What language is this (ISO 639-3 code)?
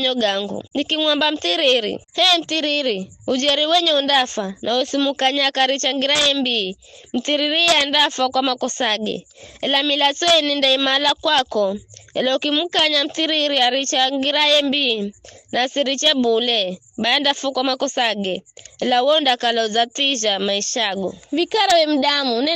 nyf